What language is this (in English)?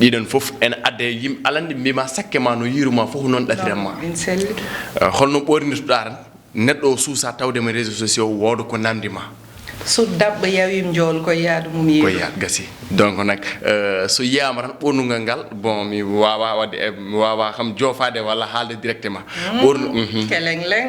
Fula